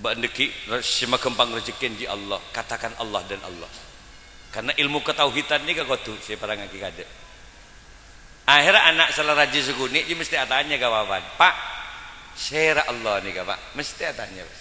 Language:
Madurese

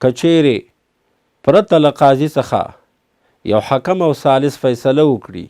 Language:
Pashto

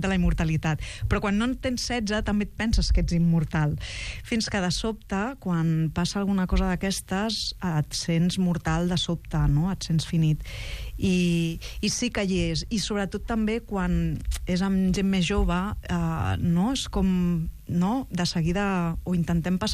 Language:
Catalan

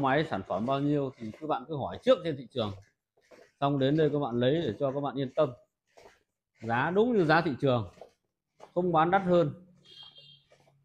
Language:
Vietnamese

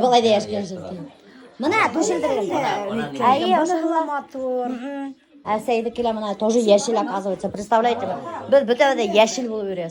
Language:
Bashkir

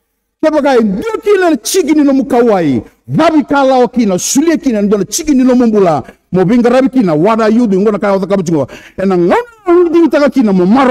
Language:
Fijian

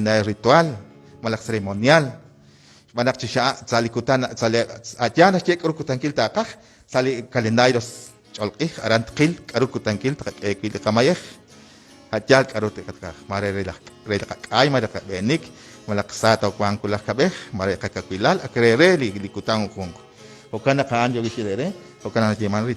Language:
Kekchí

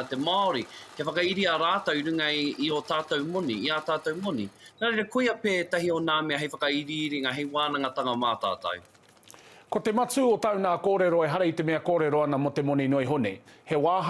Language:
Māori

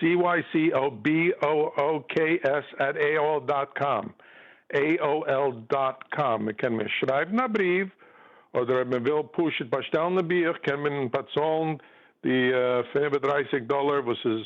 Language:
Yiddish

